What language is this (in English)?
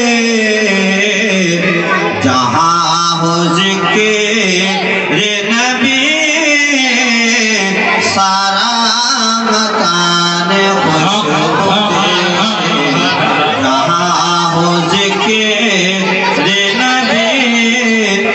Urdu